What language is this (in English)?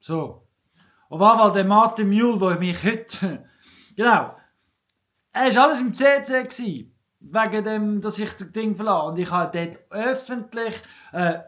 Swiss German